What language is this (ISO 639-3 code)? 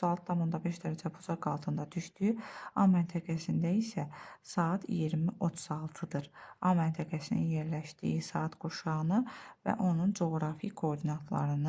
aze